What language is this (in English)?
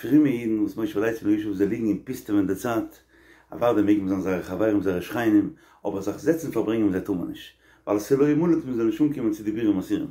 Yiddish